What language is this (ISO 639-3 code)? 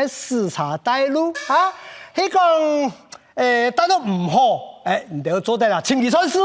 hak